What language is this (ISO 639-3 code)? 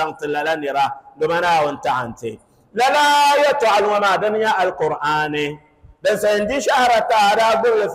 dag